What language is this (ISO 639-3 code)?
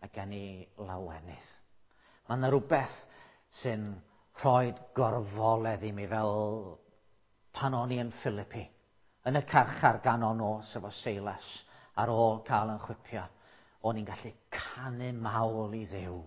cym